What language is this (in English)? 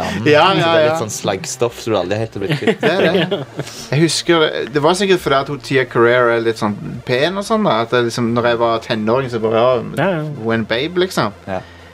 Norwegian